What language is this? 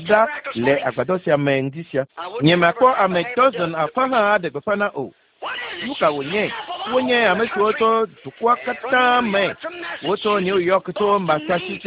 Ewe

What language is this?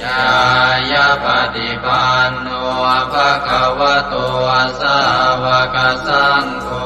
Pali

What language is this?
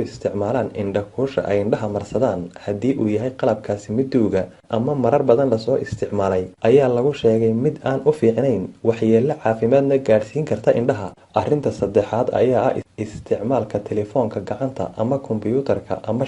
Somali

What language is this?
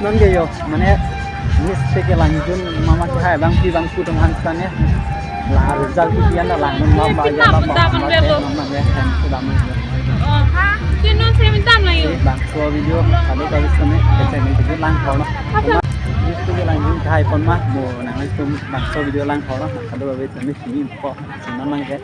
Karbi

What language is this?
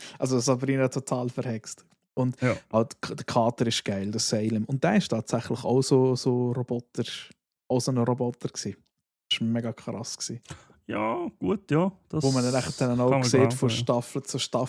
Swiss German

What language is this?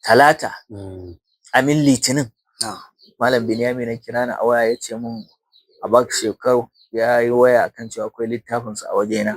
Hausa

